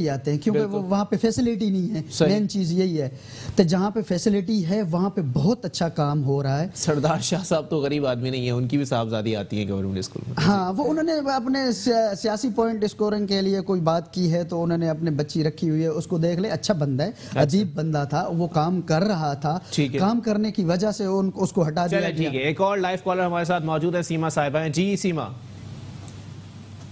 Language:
Urdu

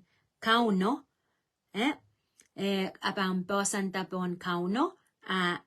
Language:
Pohnpeian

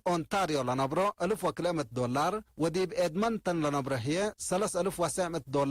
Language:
Tigre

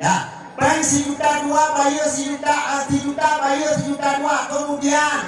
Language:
Achinese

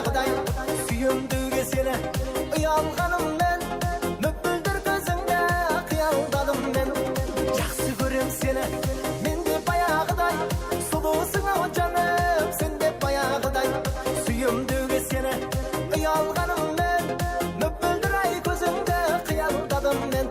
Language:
Kara-Kalpak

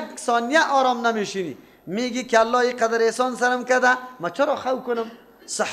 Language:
Persian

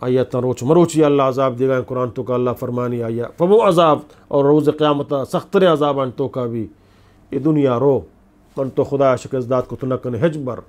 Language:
Eastern Balochi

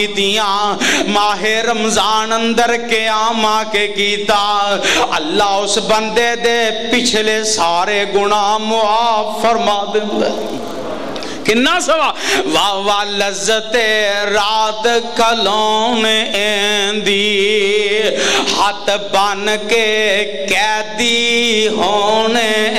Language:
Western Panjabi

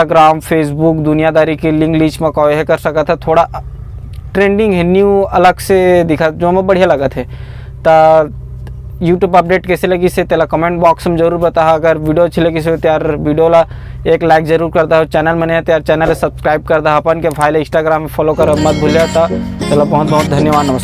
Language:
Chhattisgarhi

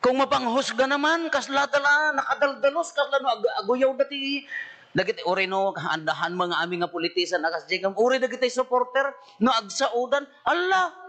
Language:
Iloko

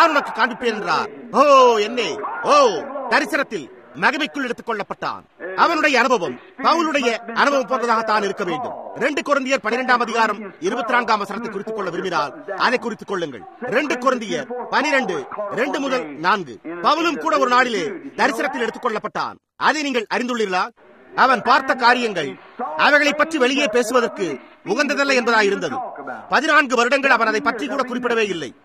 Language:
Tamil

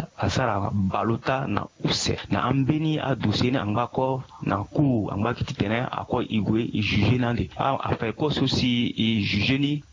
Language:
Sango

